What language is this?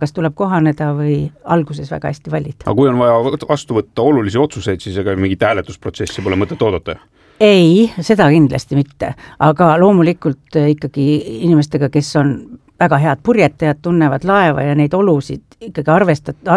Estonian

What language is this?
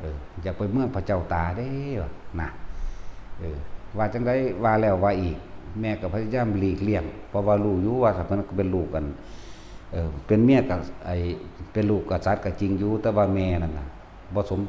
Northeastern Thai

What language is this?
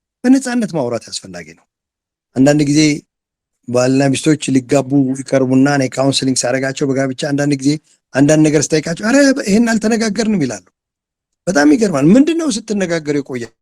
Amharic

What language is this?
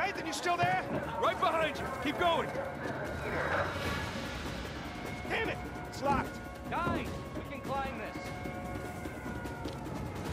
English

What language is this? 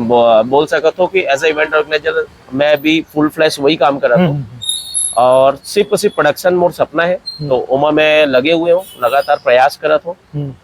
Chhattisgarhi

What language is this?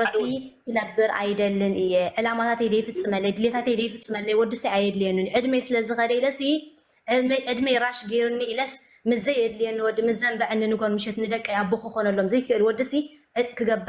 Tigrinya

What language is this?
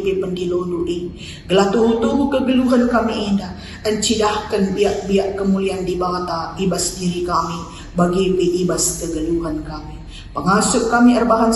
Batak Karo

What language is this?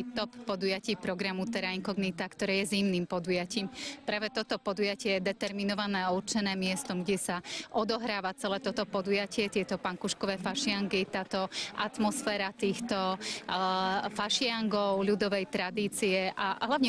Slovak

